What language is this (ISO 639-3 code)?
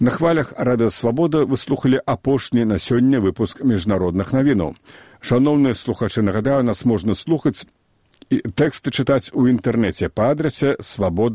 bel